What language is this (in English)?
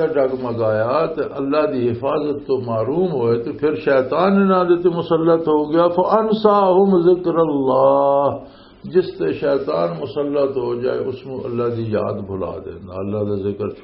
Western Panjabi